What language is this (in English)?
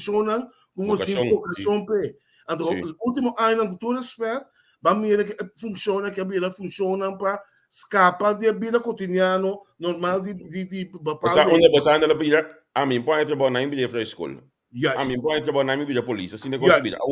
Papiamento